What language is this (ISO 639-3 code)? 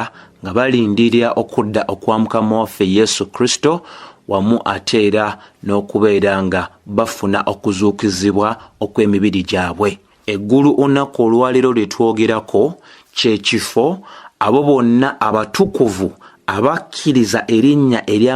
lug